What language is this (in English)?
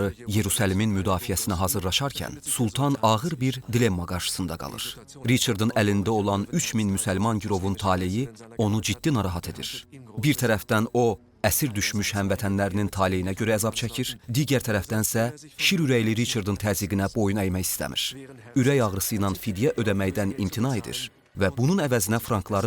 Azerbaijani